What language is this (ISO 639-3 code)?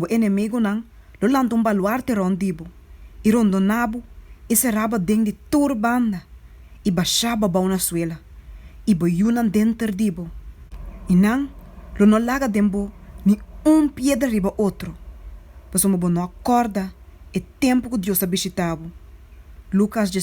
pap